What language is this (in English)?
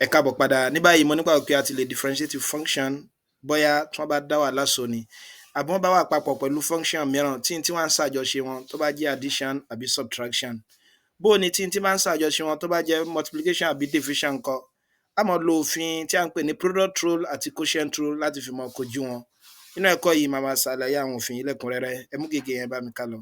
Yoruba